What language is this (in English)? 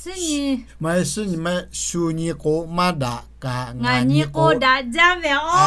Lahu